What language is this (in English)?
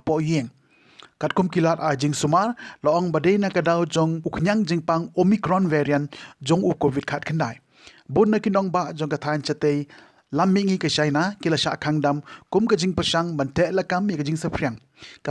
Khasi